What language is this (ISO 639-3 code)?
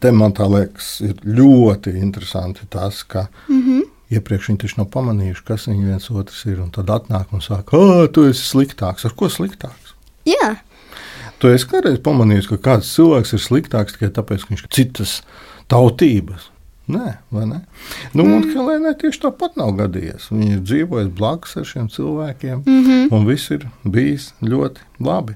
lav